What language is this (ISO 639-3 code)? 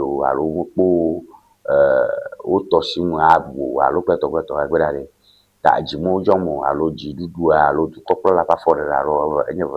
ewe